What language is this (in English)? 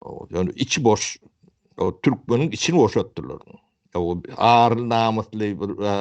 Turkmen